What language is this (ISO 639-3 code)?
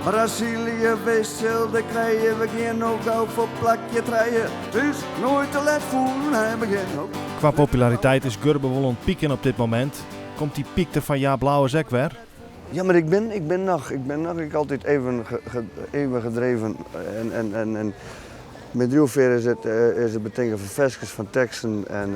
fry